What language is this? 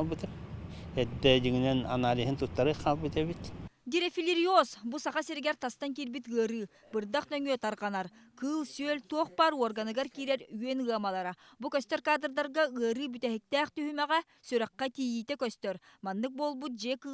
Yakut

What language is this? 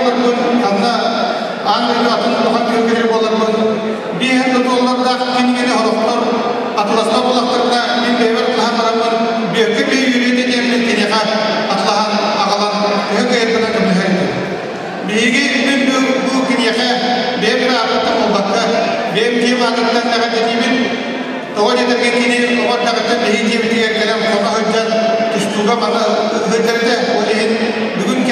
Yakut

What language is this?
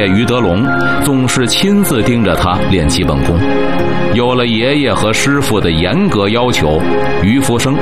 Chinese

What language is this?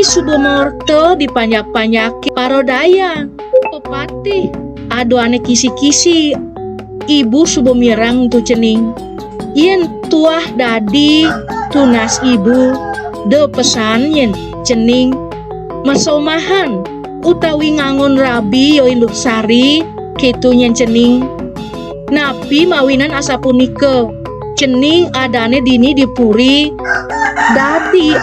Balinese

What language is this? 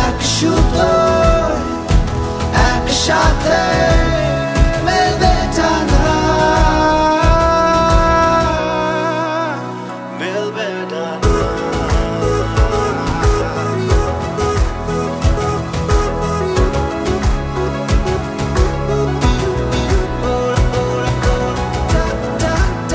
Bangla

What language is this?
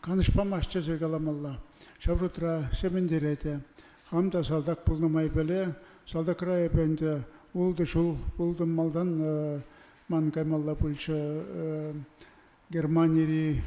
Chuvash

